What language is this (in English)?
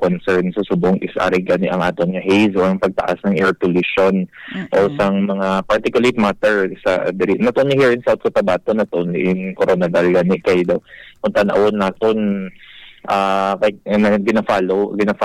Hiligaynon